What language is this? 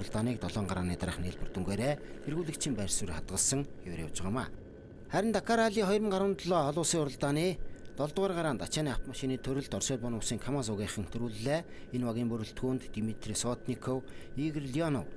Mongolian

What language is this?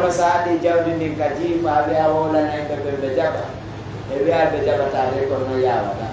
Pular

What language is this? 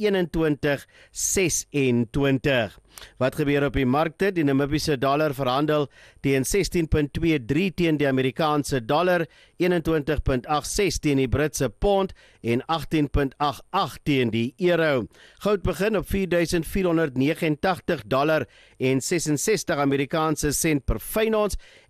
Afrikaans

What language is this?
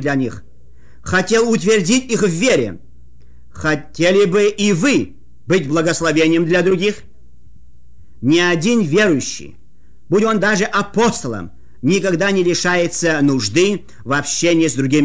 Russian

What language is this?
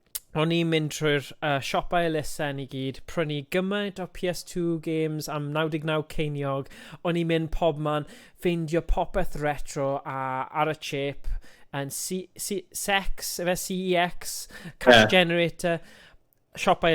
Welsh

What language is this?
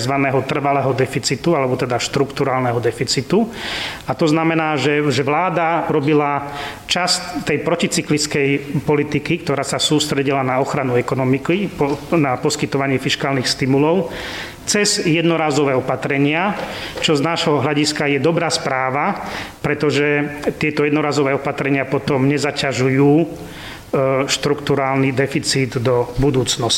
Slovak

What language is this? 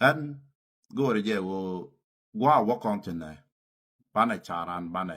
Nuer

